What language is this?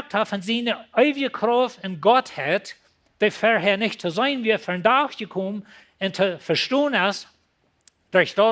Plautdietsch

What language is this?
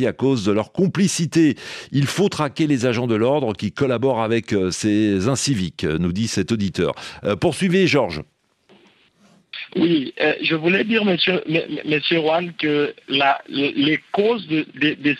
French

